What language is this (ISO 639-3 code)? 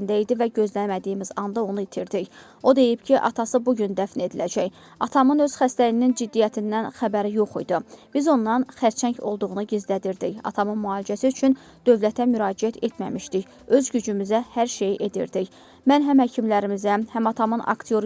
aze